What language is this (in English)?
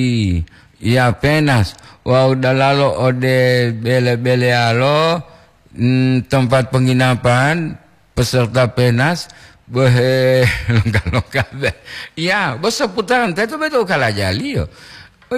Gorontalo